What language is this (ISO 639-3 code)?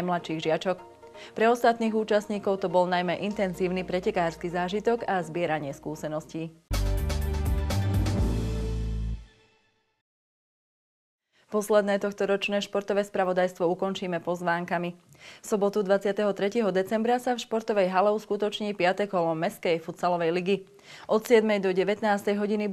slk